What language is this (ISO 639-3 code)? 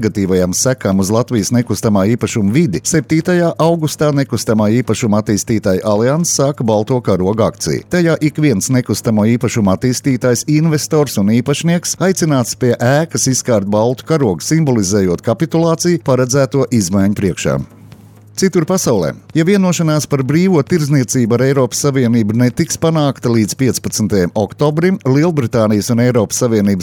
lav